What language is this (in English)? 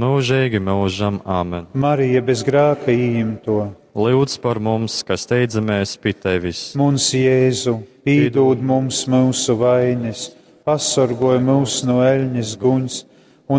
Latgalian